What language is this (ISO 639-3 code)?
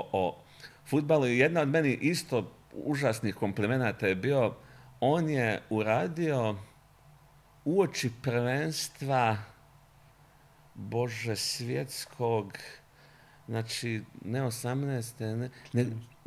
bos